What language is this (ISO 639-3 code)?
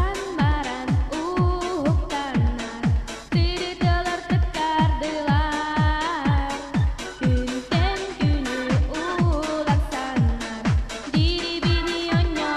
sah